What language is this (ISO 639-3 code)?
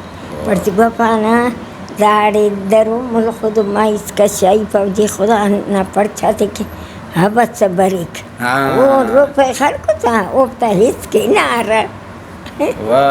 brh